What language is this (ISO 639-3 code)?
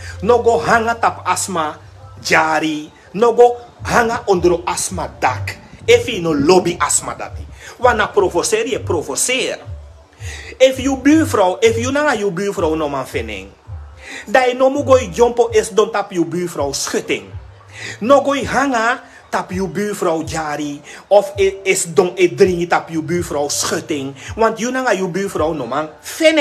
srn